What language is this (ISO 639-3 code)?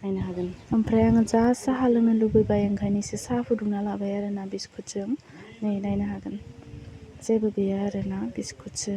brx